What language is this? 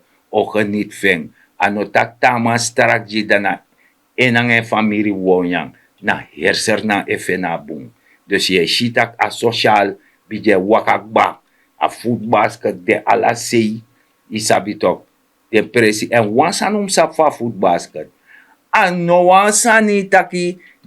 Sranan Tongo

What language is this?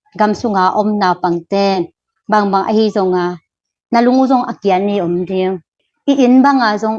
Tedim Chin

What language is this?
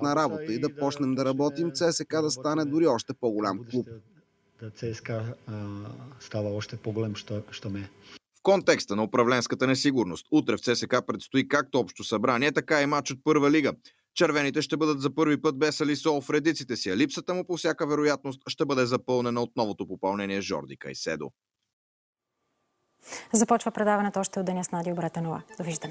Bulgarian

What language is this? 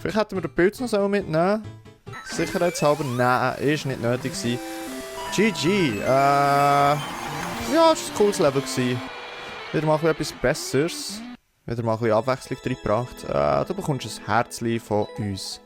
Swiss German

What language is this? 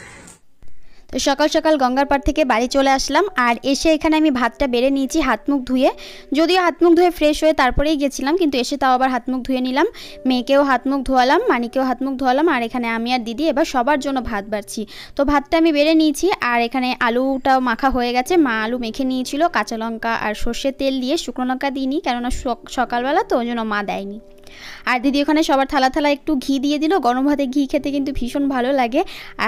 Bangla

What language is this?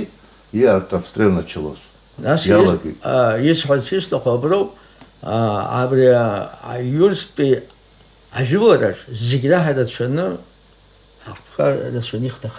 Abkhazian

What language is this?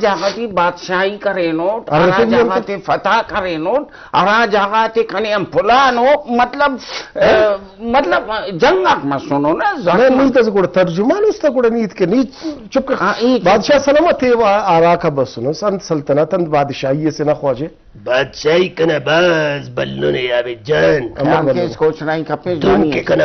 Brahui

